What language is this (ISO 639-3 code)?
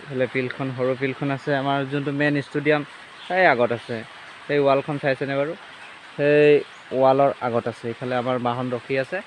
asm